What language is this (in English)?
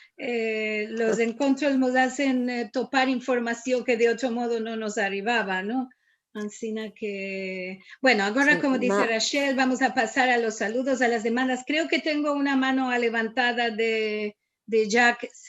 Ladino